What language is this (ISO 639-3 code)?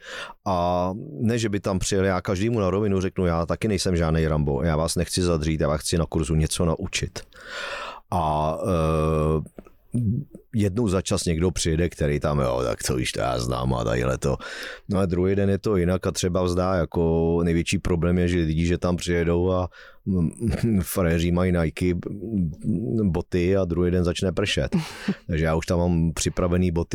ces